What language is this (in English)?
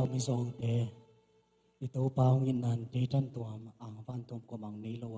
Tedim Chin